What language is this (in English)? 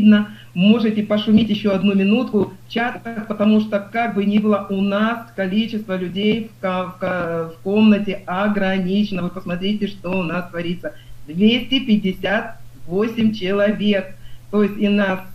Russian